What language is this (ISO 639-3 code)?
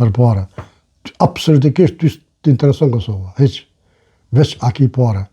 sqi